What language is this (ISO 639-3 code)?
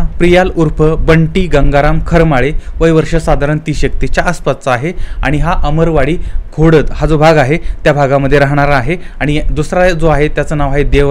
mar